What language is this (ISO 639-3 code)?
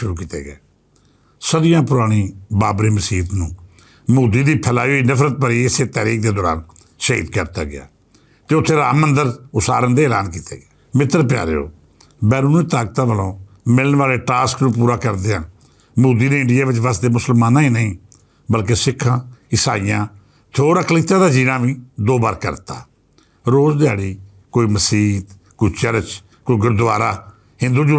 lah